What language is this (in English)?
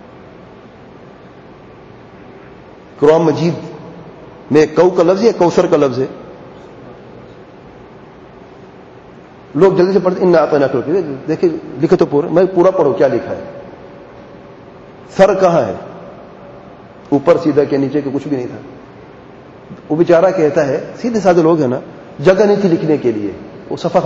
Urdu